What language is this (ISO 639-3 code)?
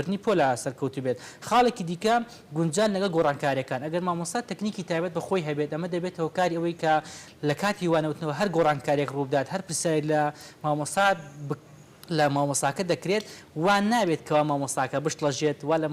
ckb